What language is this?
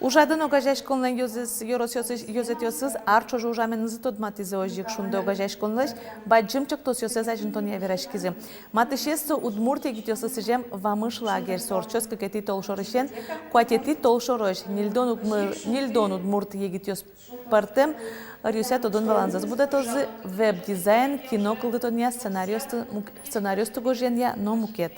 Udmurt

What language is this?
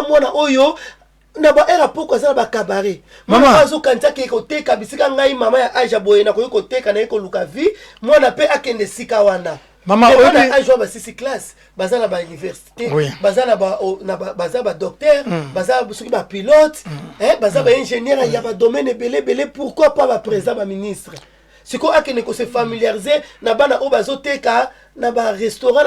Lingala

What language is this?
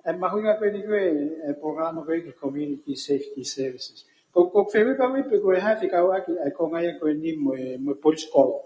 Tongan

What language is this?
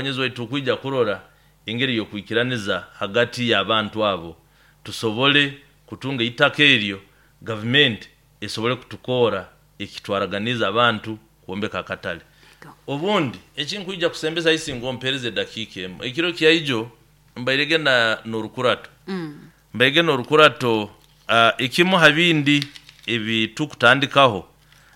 Nyoro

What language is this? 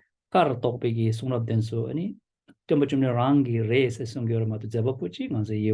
Tibetan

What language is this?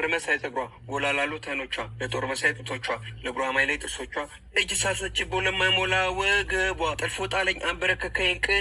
Amharic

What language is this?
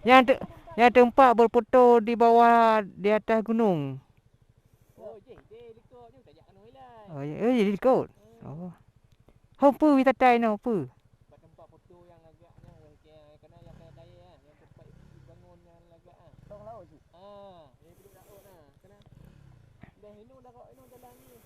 Achinese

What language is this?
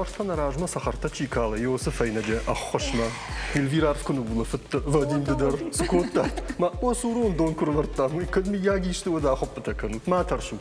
Ossetic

